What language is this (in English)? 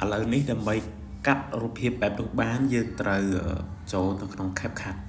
Khmer